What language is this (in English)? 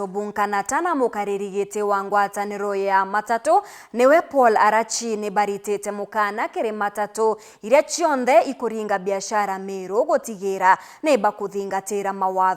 Meru